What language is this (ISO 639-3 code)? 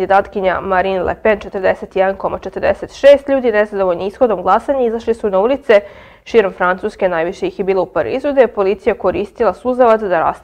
srp